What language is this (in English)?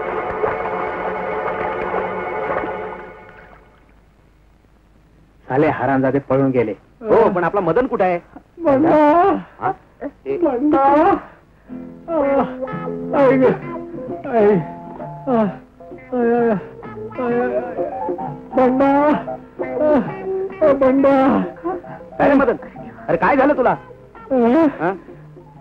Marathi